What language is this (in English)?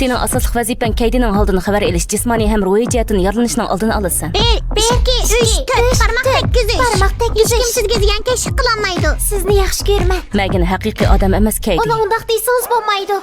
Uyghur